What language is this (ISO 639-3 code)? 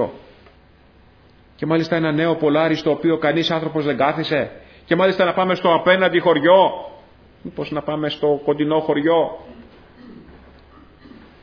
ell